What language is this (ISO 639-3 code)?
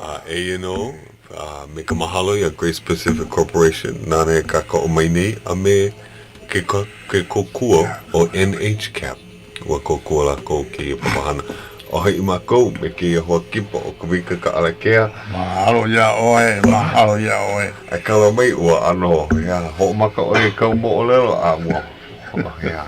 haw